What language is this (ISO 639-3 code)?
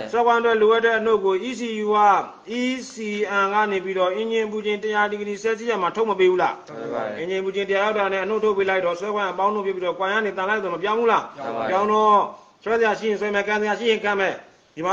mya